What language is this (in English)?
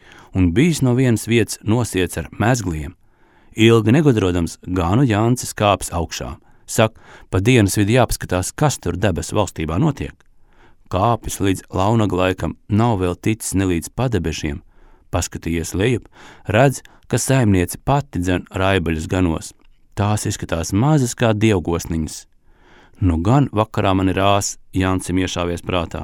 Latvian